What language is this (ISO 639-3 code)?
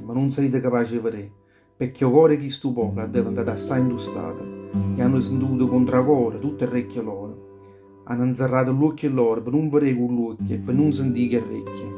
nap